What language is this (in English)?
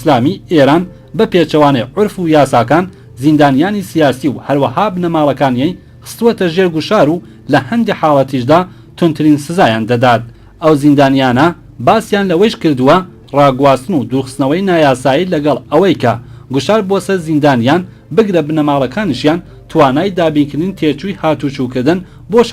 Central Kurdish